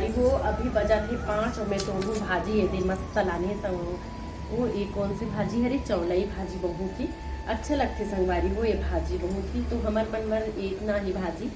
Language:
Chhattisgarhi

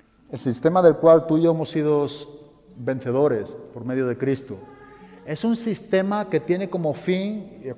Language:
Spanish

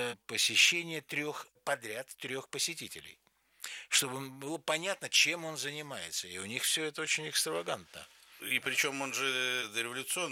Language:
Russian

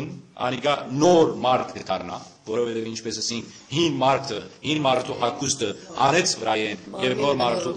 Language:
Western Armenian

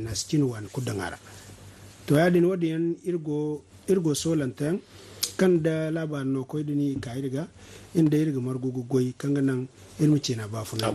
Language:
Zarma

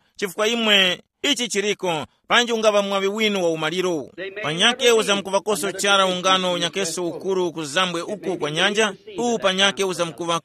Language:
Tumbuka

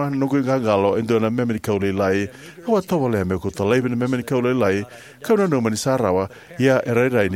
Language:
Fijian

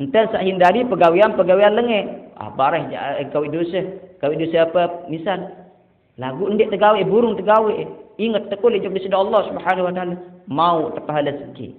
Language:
Sasak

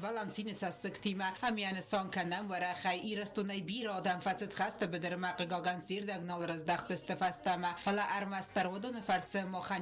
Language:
Ossetic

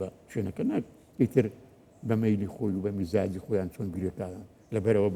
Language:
Central Kurdish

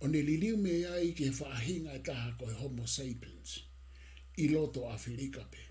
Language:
Tongan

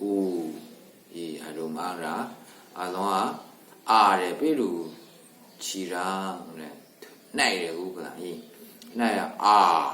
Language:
Maru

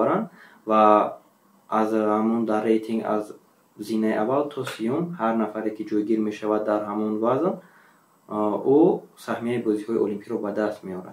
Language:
Tajik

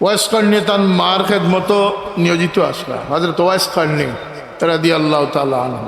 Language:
Sylheti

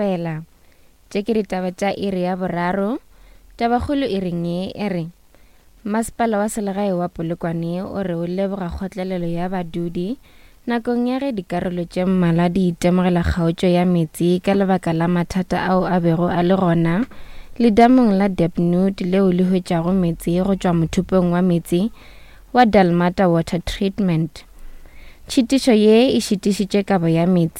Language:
Northern Sotho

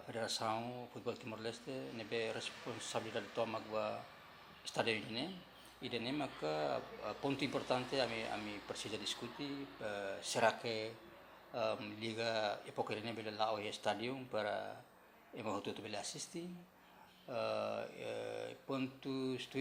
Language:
Tetum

